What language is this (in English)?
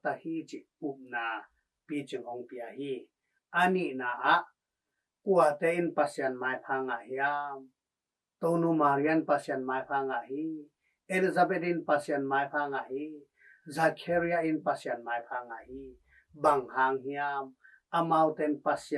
Tedim Chin